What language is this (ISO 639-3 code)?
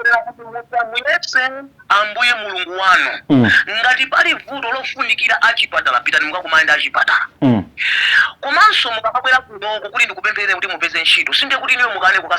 nya